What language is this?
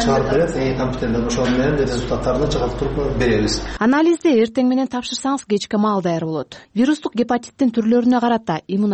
Kyrgyz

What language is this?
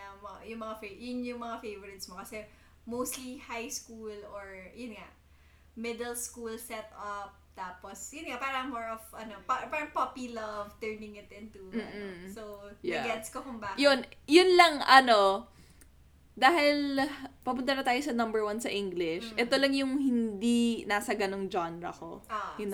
Filipino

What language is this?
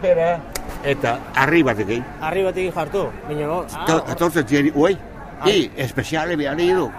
Basque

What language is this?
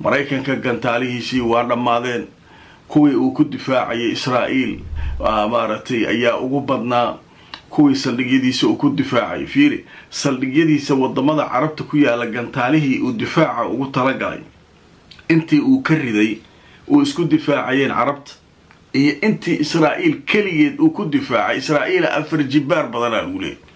Somali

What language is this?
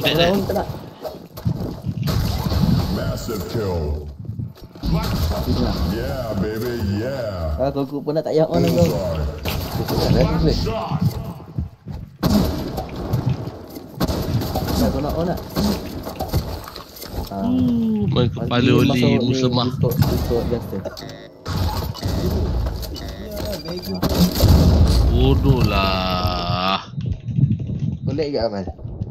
Malay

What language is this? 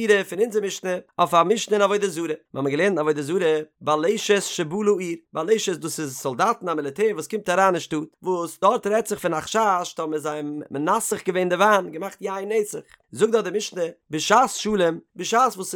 Yiddish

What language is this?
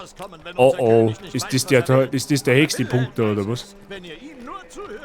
Bavarian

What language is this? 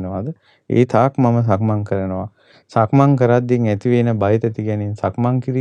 Sinhala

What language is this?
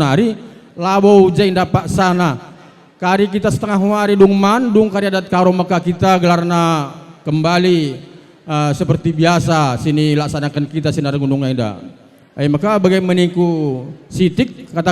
Batak Karo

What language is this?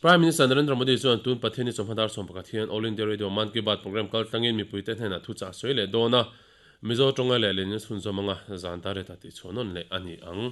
Mizo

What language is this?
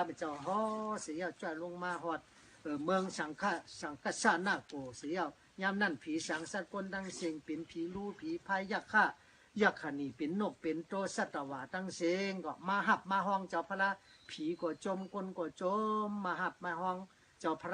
Shan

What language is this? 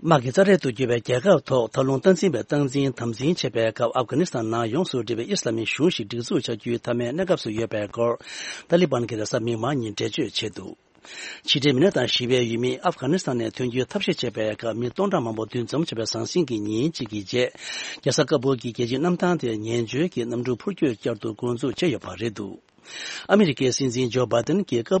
Tibetan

